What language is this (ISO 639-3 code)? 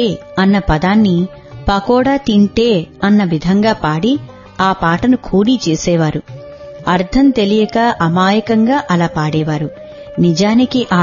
tel